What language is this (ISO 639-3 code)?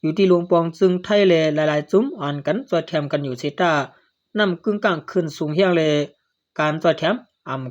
shn